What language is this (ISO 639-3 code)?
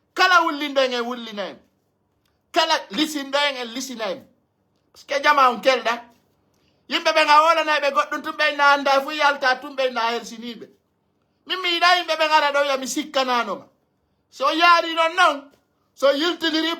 fuf